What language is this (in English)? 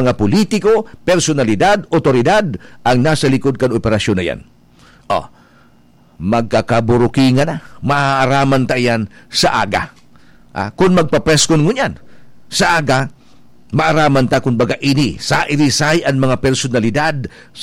Bikol